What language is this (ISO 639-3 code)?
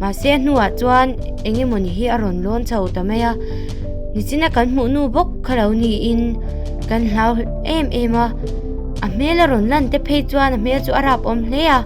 lus